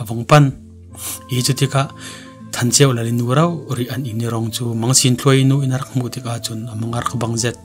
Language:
Falam Chin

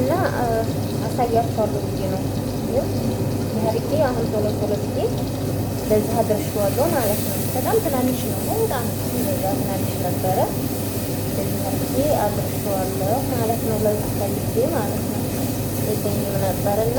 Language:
Amharic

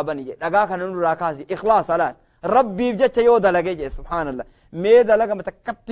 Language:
Oromo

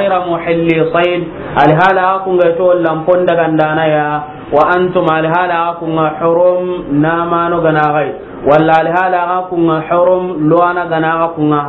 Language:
Soninke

